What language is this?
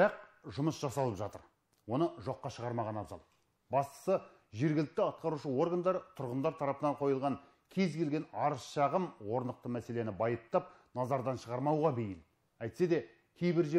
Kazakh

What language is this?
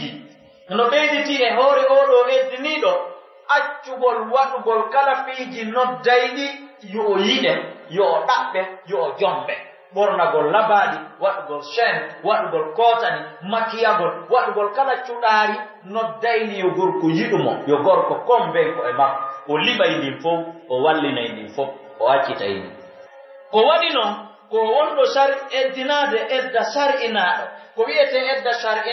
Pular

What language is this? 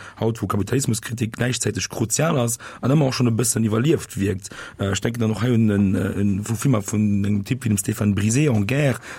Luxembourgish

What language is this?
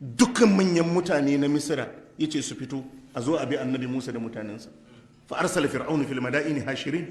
Hausa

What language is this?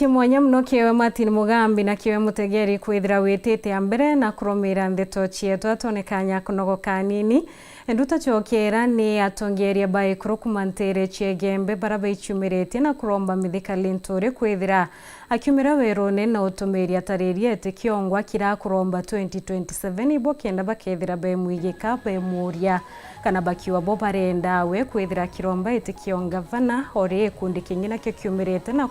Meru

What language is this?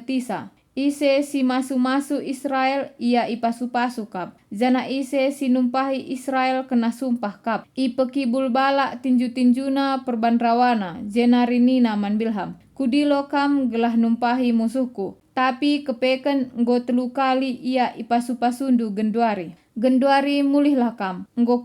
Batak Karo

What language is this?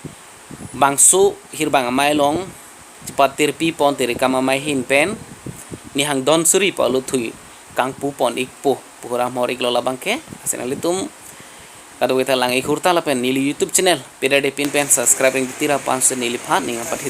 Karbi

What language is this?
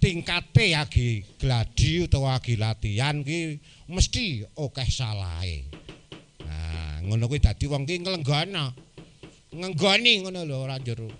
Javanese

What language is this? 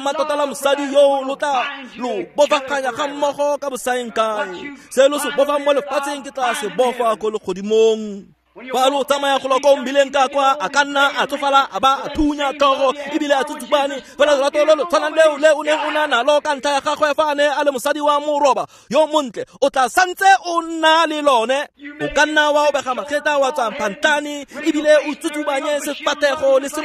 Tswana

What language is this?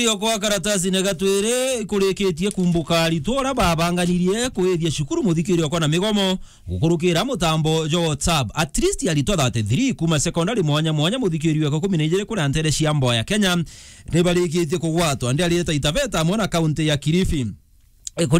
Meru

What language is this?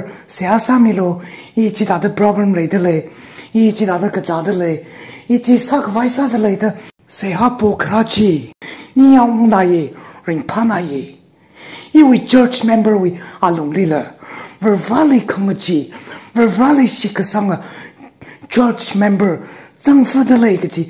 Tangkhul Naga (India)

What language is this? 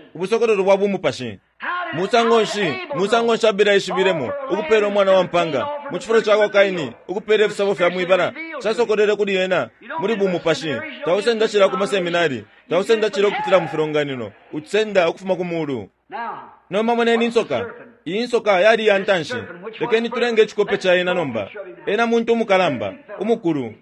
Bemba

